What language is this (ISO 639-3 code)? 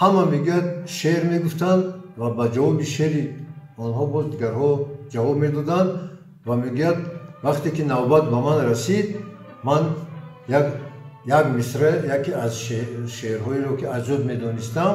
tgk